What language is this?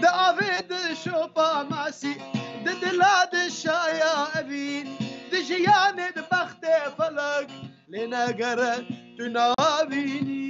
Kurdish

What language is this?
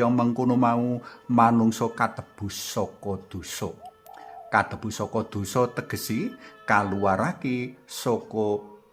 Javanese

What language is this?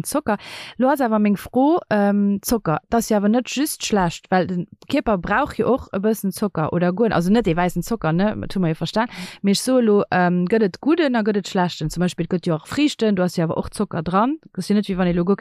Luxembourgish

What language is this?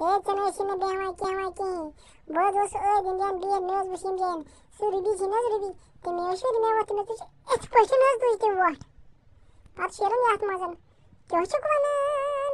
Kashmiri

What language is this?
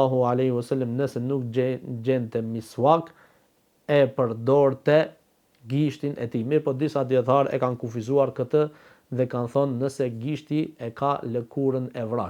Albanian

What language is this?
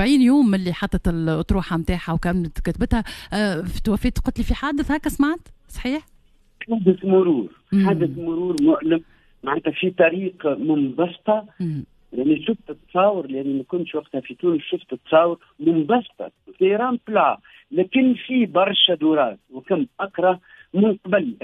Tunisian Arabic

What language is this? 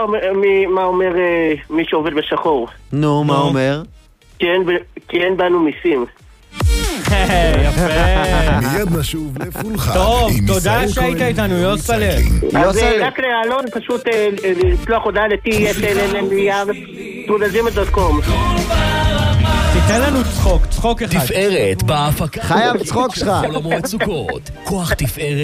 Hebrew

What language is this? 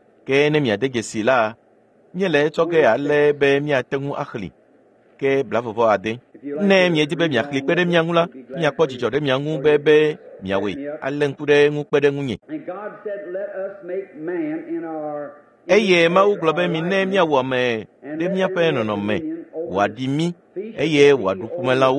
Ewe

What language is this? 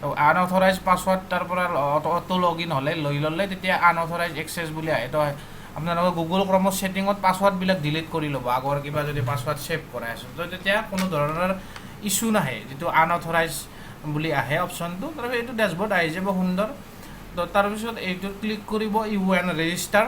Assamese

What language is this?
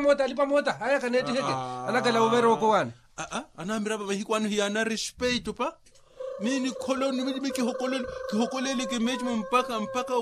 Makhuwa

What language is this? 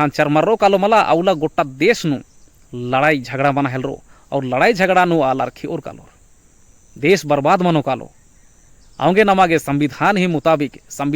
Kurukh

